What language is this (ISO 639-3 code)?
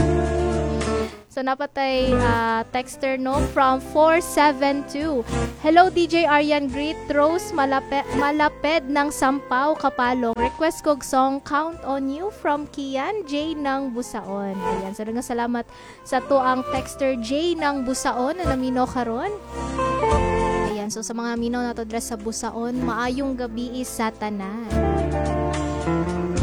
ceb